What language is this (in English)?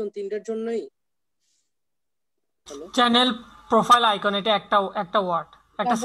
Bangla